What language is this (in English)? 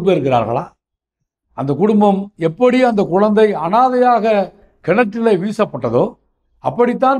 Tamil